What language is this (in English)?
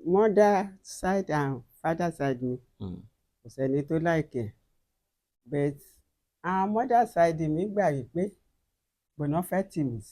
Yoruba